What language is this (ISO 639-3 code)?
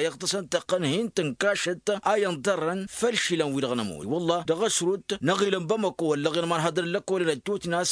taq